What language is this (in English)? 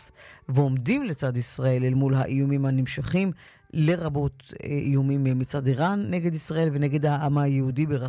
Hebrew